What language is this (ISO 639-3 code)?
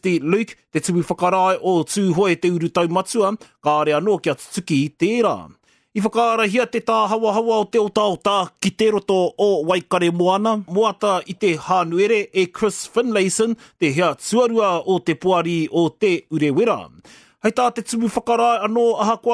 mri